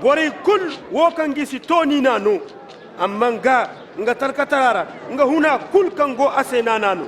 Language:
Zarma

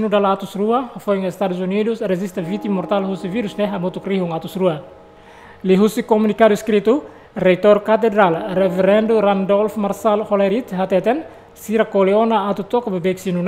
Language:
Tetum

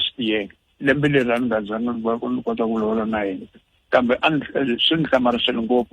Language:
Tsonga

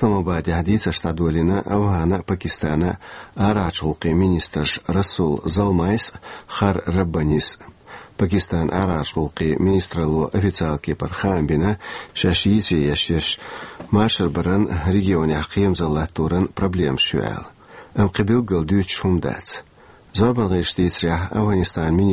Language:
Chechen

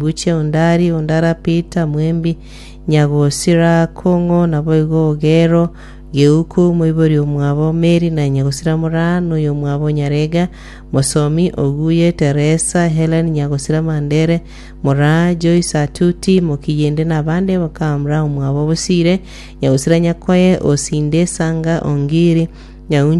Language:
Gusii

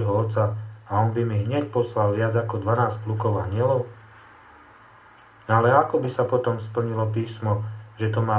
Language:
Slovak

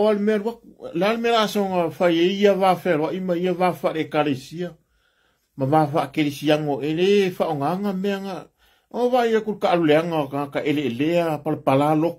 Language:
Samoan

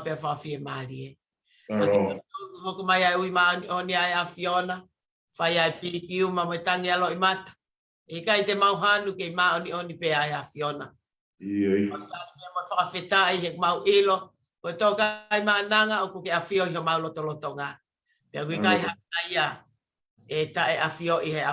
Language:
Tongan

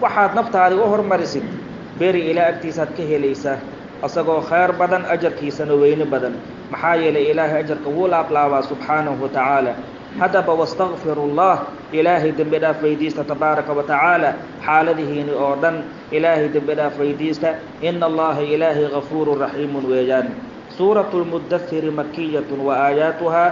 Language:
Somali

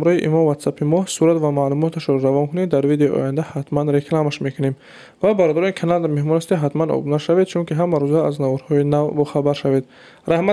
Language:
Tajik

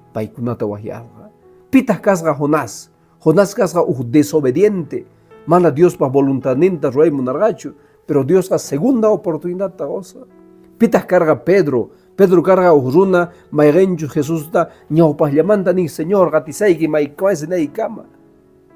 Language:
Quechua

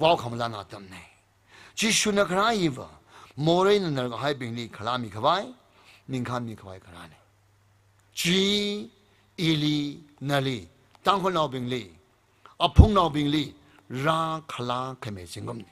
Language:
Tangkhul Naga (India)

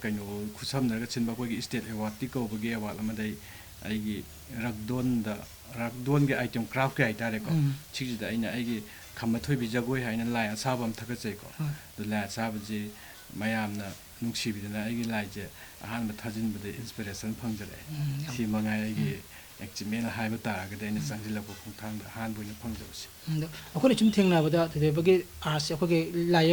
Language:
Manipuri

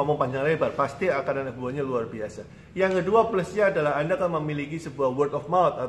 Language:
Indonesian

